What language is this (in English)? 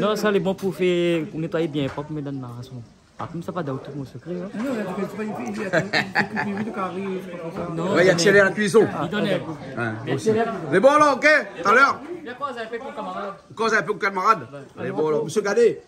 Réunion Creole French